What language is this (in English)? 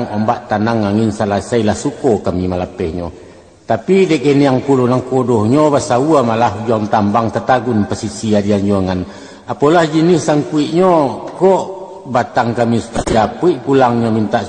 Minangkabau